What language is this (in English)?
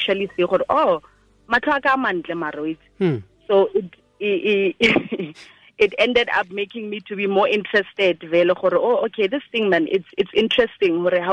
Tswana